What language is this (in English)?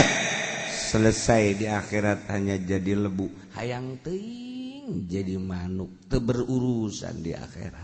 Sundanese